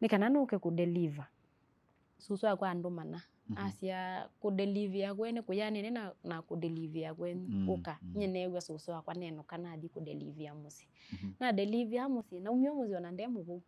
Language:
Kamba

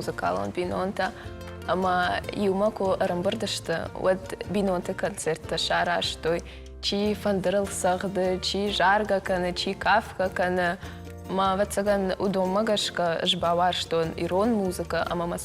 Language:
Ossetic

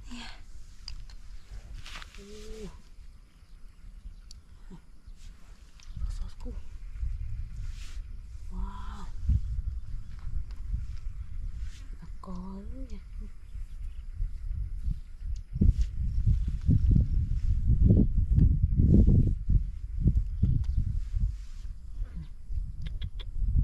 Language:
Vietnamese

